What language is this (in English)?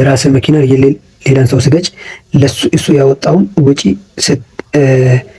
Amharic